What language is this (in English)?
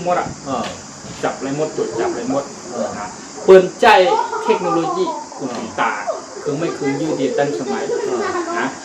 Shan